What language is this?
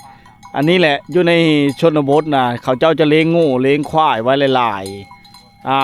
Lao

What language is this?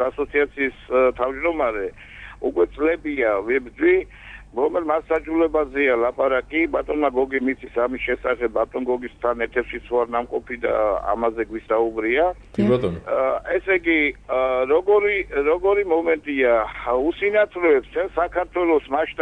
Georgian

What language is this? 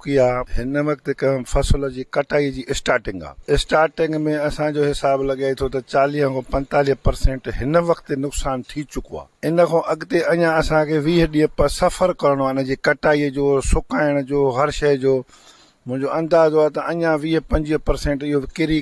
Sindhi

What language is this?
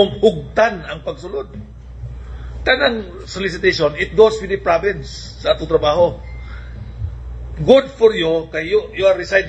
Cebuano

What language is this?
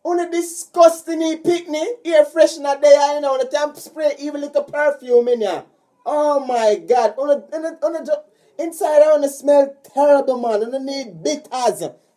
Jamaican Creole English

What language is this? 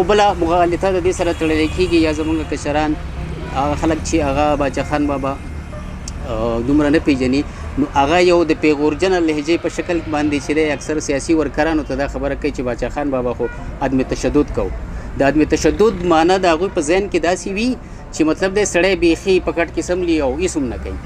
Pashto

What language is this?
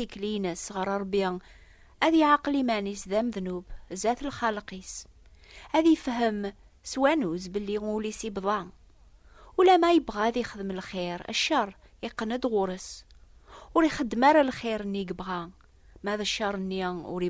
Kabyle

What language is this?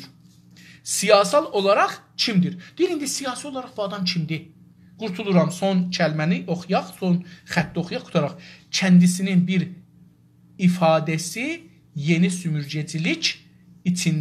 South Azerbaijani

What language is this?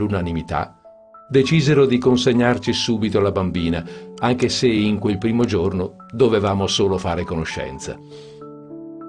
Italian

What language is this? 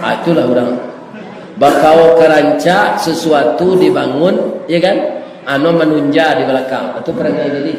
Minangkabau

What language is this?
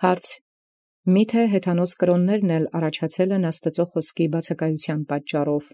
Armenian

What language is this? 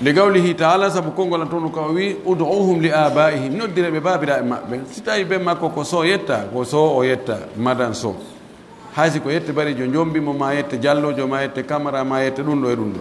Pular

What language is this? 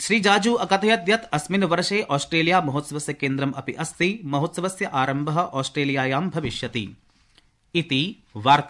Sanskrit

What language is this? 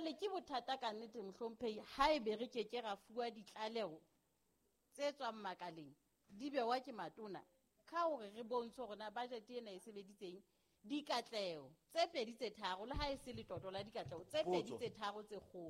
Southern Sotho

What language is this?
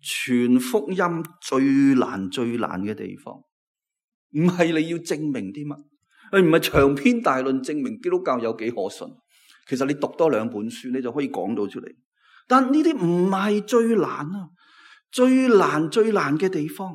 Cantonese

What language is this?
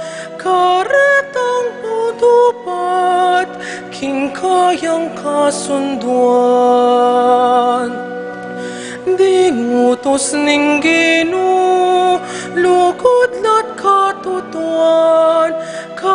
Pampanga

